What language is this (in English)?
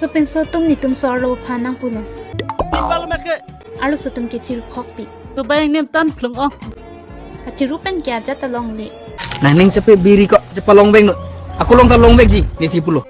Karbi